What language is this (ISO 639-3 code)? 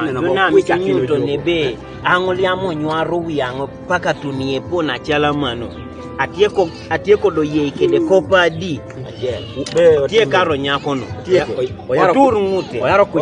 kdi